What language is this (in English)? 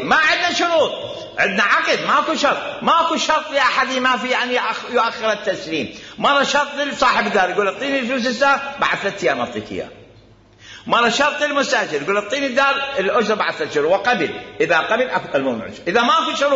Mesopotamian Arabic